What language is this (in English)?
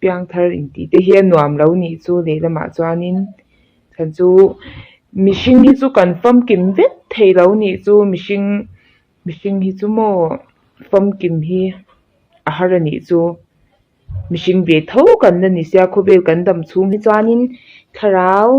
Mizo